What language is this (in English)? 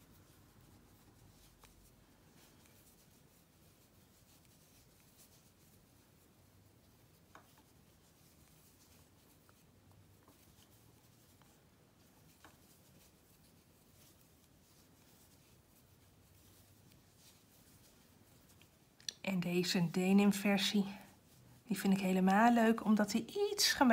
Dutch